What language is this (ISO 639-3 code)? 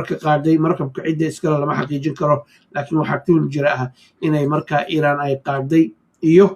som